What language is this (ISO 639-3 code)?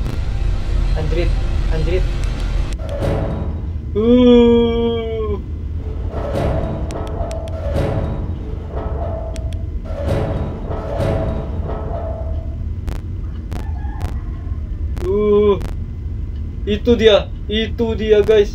ind